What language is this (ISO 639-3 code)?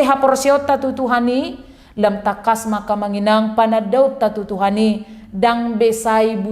bbc